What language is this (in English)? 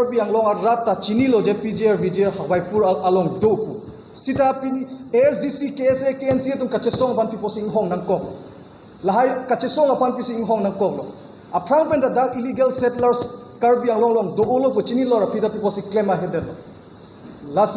Karbi